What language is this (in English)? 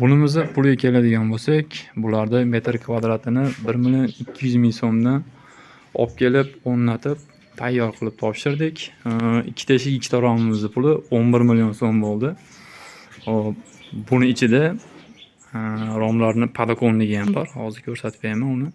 Uzbek